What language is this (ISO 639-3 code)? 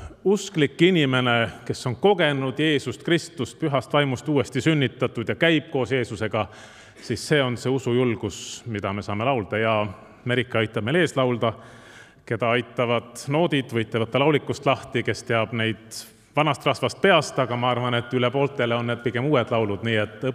est